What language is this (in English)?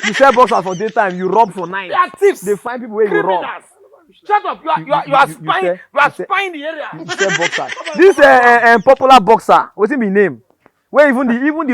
Nigerian Pidgin